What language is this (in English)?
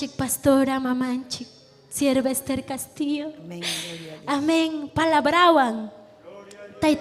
Ayacucho Quechua